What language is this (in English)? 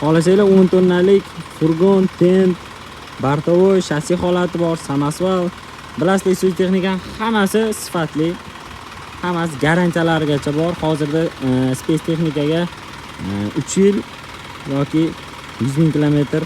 Uzbek